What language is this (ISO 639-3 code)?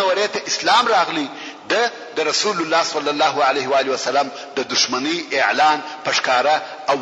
pus